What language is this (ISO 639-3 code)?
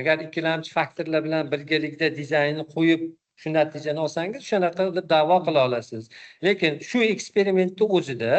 uzb